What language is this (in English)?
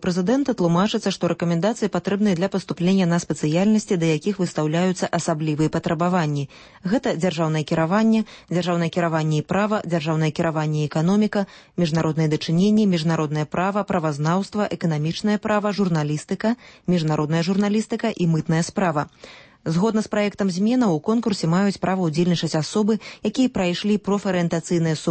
Belarusian